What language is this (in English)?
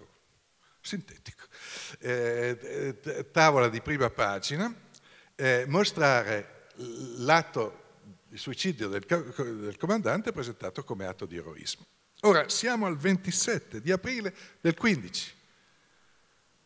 Italian